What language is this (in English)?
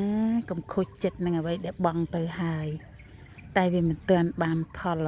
Khmer